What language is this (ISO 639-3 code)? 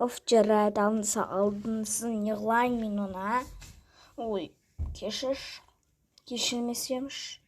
kaz